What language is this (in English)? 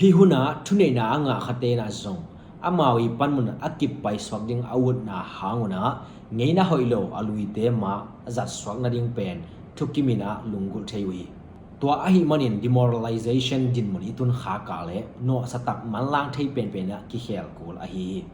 Tedim Chin